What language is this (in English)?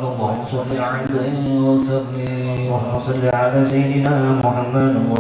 Banjar